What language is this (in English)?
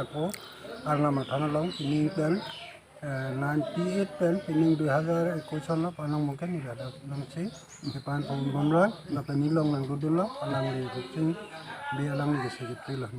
Karbi